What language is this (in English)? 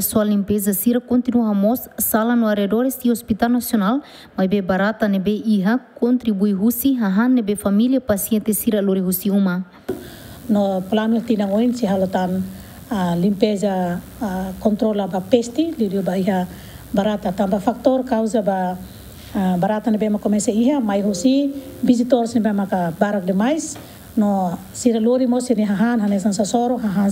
Tetum